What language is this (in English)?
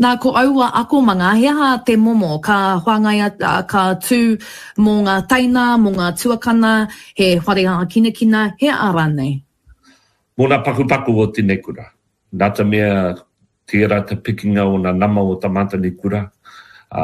Māori